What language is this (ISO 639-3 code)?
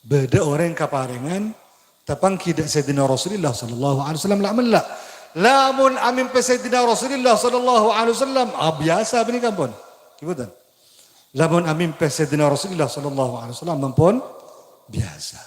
mad